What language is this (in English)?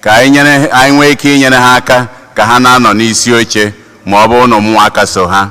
Igbo